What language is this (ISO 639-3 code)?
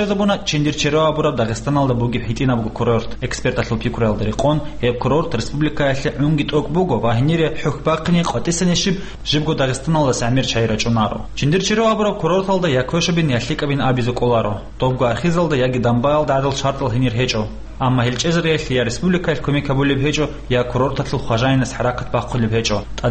ava